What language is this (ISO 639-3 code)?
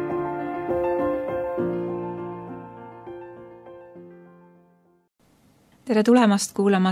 est